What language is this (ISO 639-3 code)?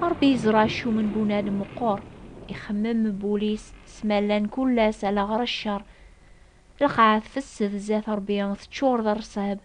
kab